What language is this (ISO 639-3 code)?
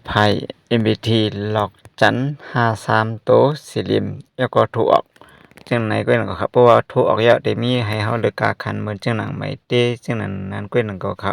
shn